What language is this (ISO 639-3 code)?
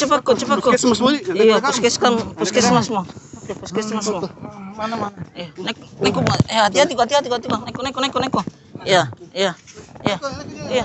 mfp